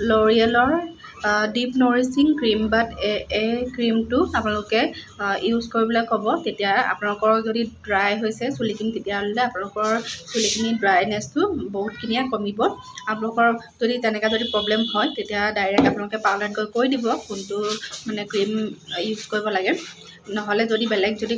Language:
Assamese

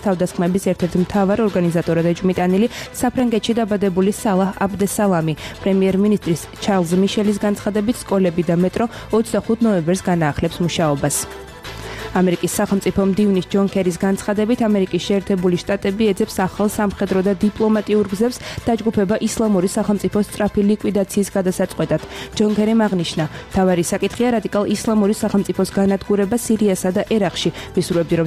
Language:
Georgian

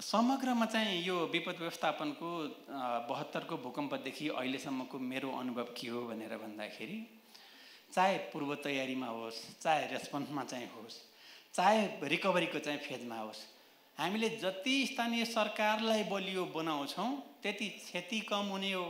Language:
Nepali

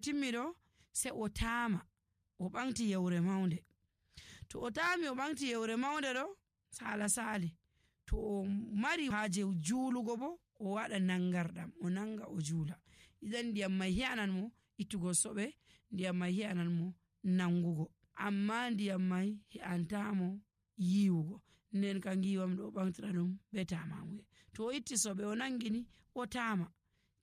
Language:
Nigerian Fulfulde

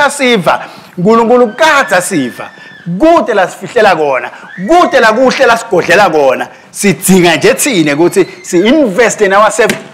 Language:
Swati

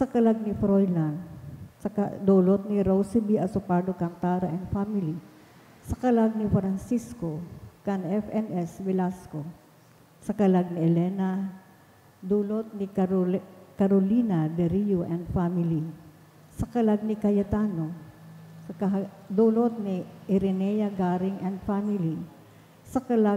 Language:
Bikol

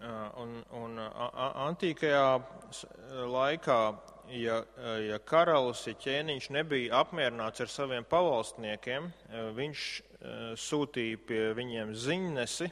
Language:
Latvian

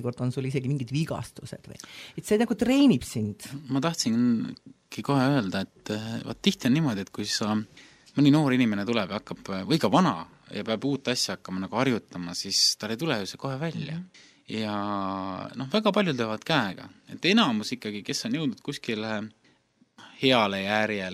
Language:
Estonian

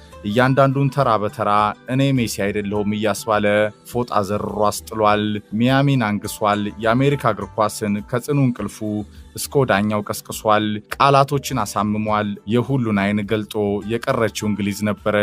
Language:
Amharic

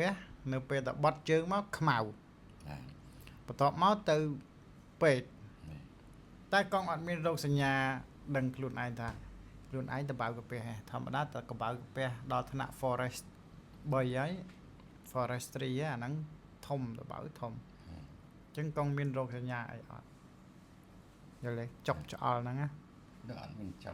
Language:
Khmer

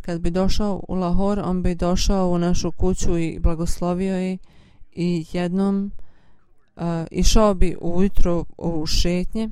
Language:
Bosnian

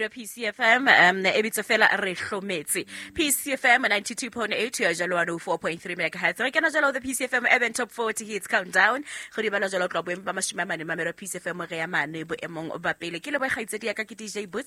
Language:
Southern Sotho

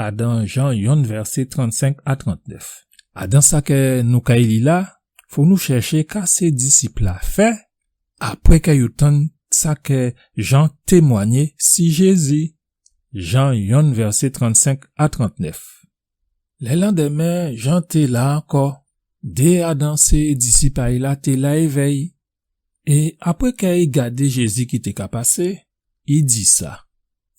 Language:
Guadeloupean Creole French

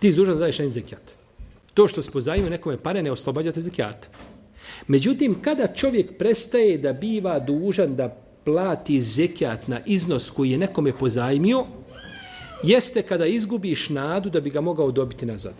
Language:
Bosnian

